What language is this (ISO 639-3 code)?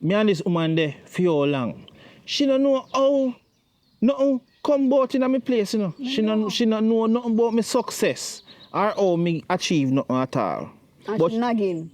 jam